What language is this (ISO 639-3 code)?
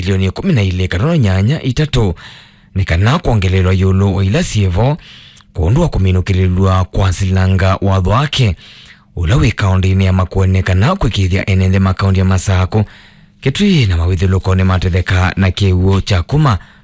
kam